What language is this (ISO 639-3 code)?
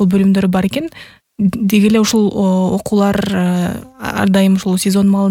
kir